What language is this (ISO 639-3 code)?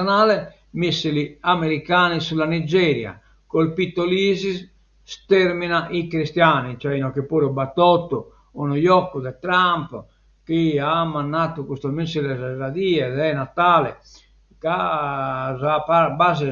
srd